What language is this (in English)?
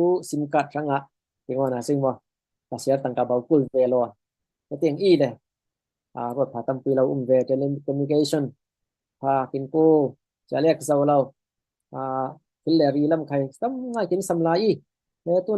Falam Chin